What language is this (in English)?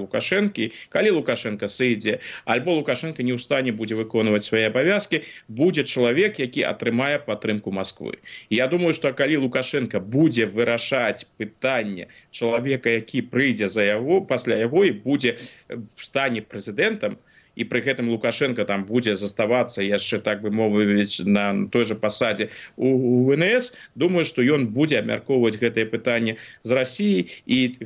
Belarusian